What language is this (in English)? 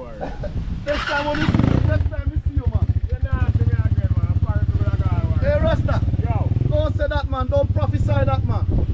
Jamaican Creole English